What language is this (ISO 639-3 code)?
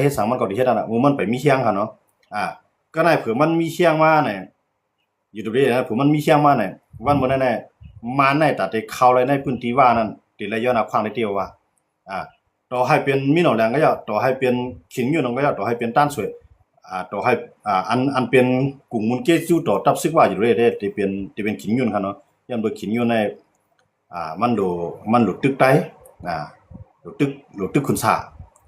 shn